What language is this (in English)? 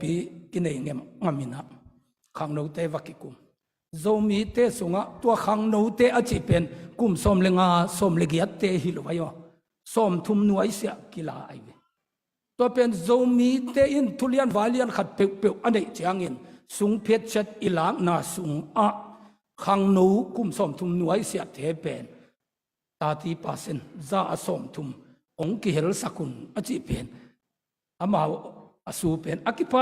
Tedim Chin